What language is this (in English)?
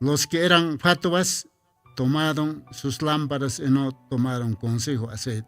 Aymara